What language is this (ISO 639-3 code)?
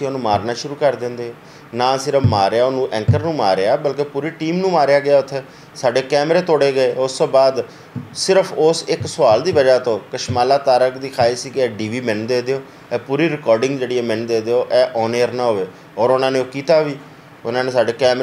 lah